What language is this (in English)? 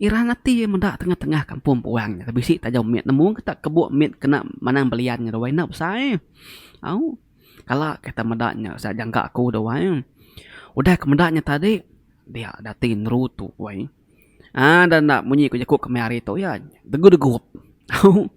Iban